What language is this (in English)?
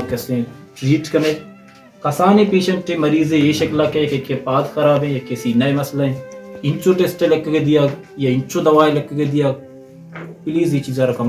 Baluchi